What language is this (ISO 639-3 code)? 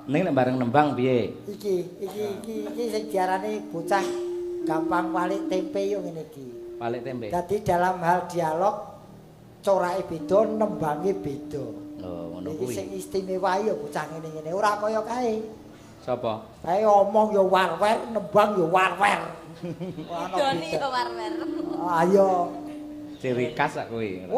jav